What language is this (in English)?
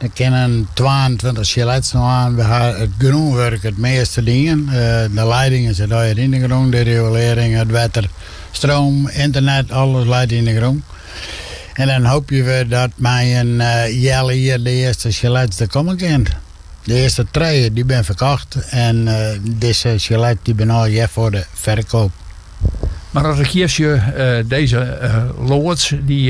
Western Frisian